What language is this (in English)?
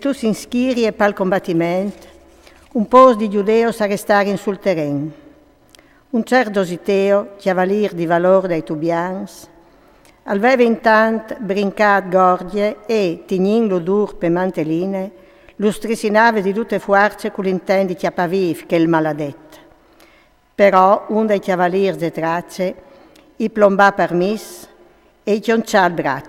Friulian